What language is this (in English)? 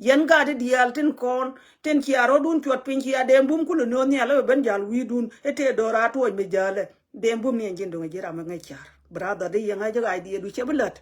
Nuer